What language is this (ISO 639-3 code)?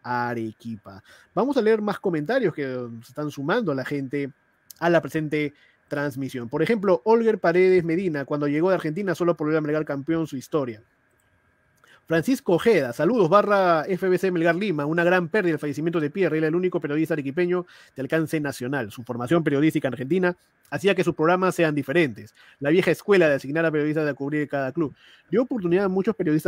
spa